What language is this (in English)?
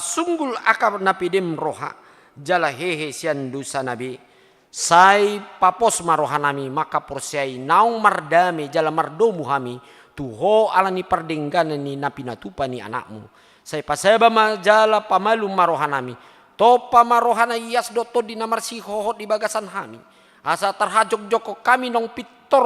Batak Toba